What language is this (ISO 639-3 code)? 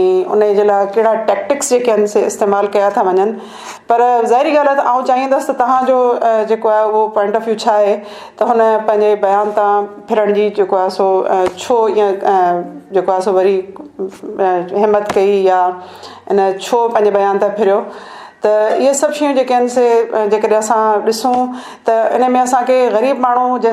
snd